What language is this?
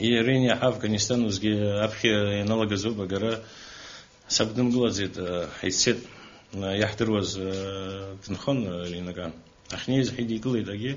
Abkhazian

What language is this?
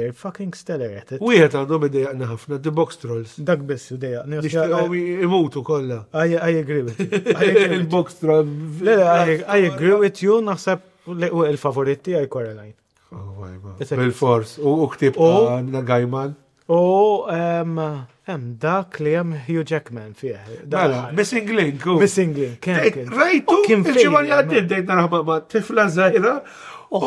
Maltese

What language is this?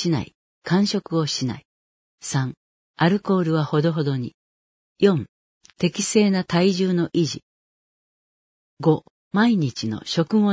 Japanese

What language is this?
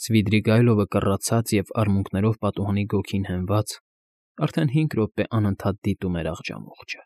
Armenian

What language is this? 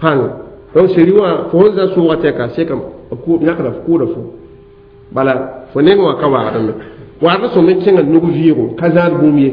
Mossi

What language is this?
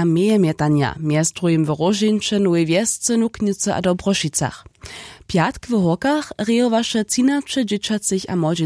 Upper Sorbian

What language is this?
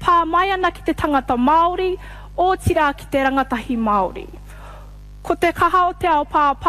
Māori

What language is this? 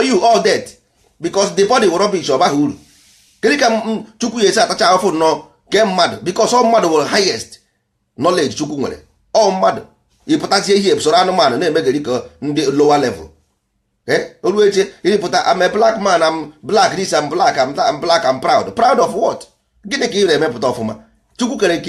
Igbo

